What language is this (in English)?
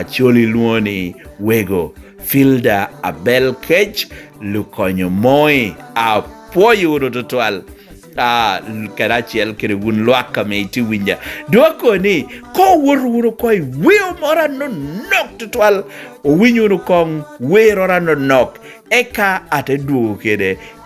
Lango (Uganda)